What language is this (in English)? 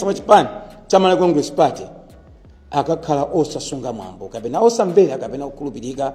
Nyanja